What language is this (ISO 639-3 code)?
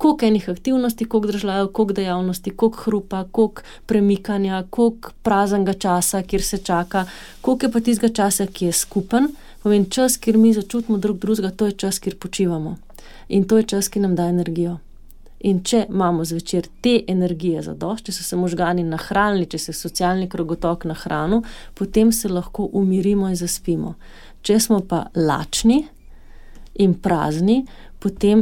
slv